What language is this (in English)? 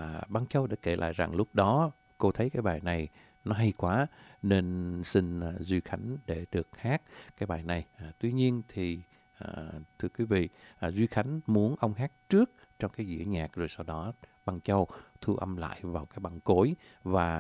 Vietnamese